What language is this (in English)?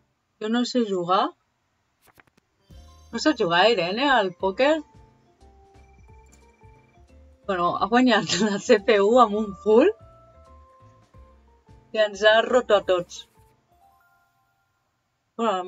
Catalan